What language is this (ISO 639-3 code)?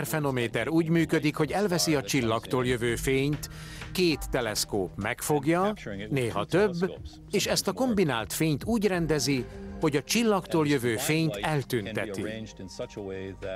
hun